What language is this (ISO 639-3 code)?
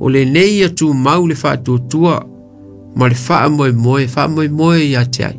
smo